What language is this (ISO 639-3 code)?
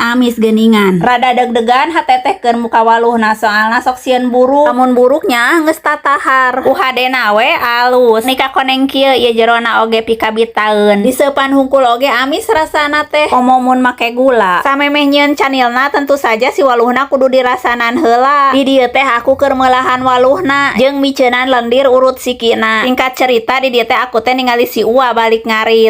sun